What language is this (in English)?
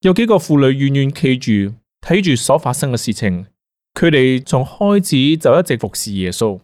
Cantonese